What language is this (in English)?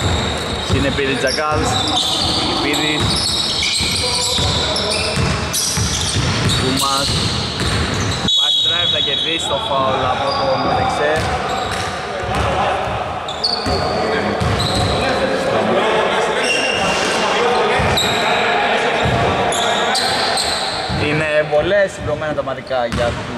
Greek